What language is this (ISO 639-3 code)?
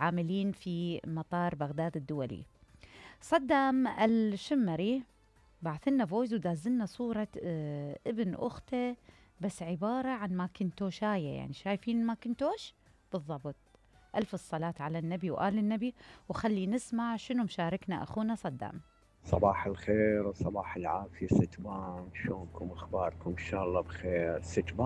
acm